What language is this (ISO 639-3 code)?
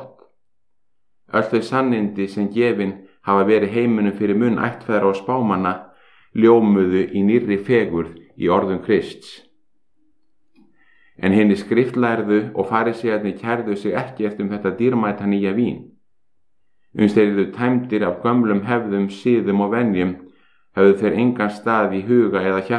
isl